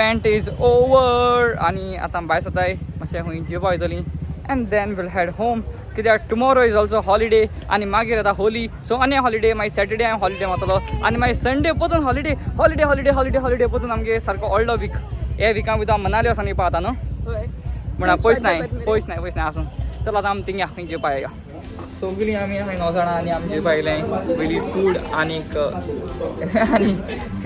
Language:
Konkani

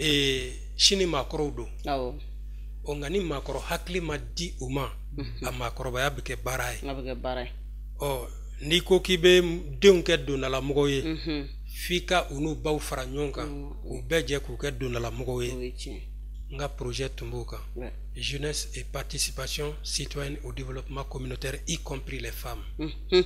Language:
Bambara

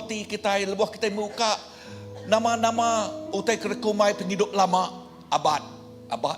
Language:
Iban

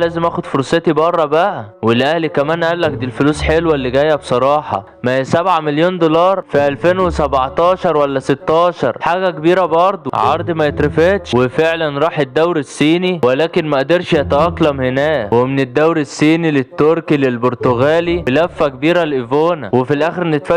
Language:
Egyptian Arabic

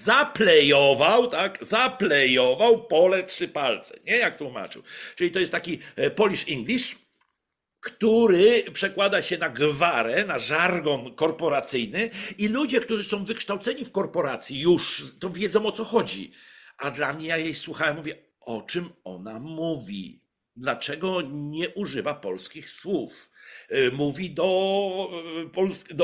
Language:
Polish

